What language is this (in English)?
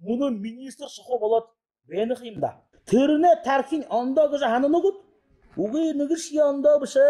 Buriat